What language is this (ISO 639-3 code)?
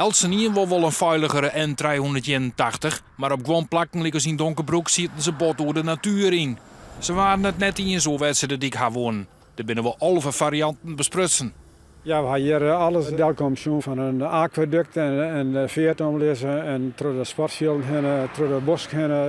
fry